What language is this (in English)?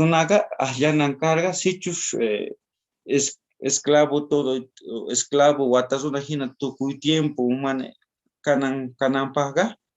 South Bolivian Quechua